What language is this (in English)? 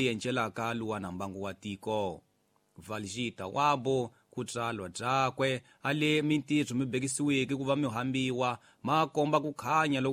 Tsonga